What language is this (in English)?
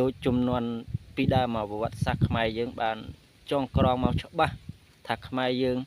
Khmer